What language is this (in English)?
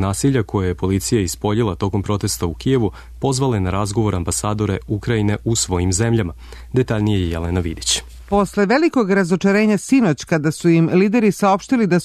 Serbian